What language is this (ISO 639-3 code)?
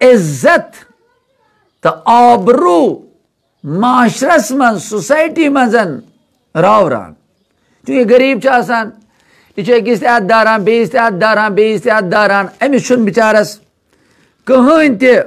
kas